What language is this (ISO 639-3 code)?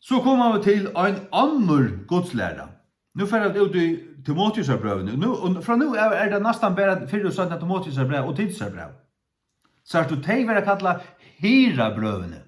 fao